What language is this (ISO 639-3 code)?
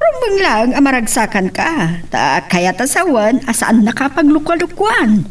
ilo